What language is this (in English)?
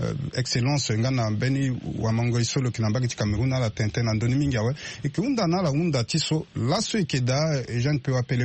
Sango